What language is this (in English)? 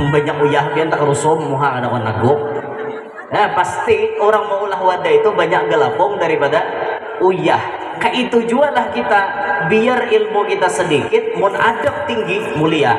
Banjar